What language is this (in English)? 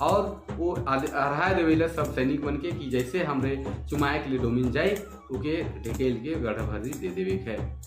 Sadri